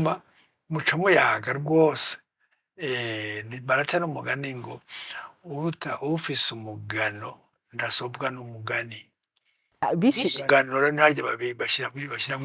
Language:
Rundi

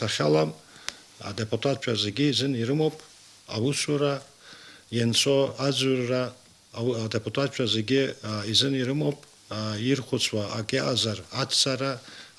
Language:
Abkhazian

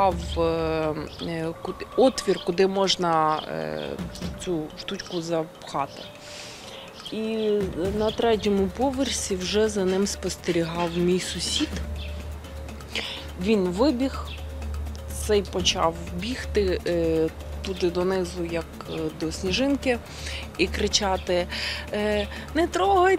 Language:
Ukrainian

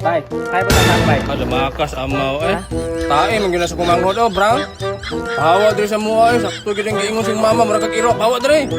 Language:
Cebuano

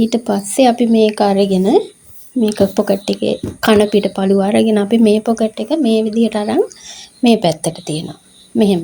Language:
Sinhala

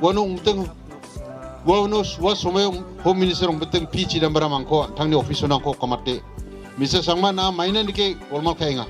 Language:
Garo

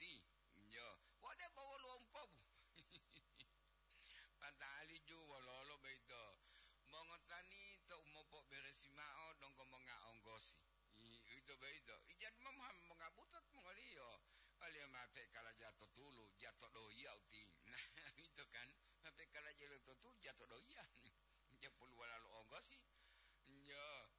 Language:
Gorontalo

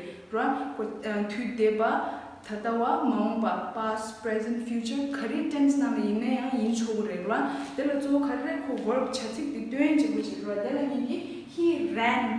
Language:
Tibetan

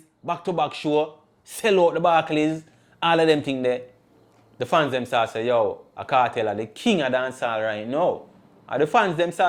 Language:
Jamaican Creole English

